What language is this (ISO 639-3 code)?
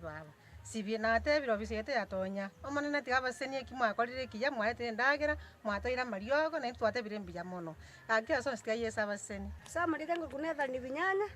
guz